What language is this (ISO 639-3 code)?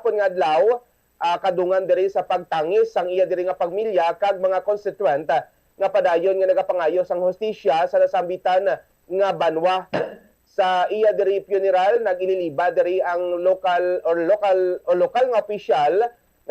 hil